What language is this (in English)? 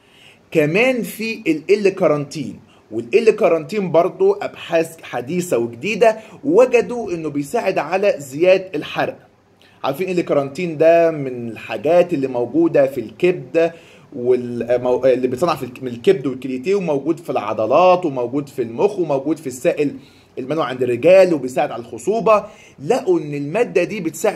Egyptian Arabic